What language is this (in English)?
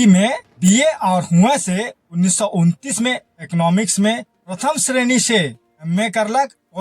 Sadri